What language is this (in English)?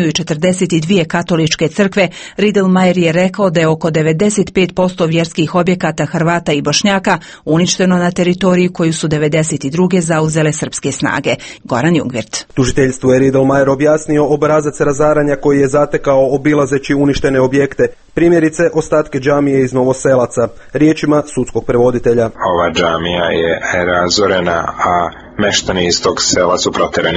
Croatian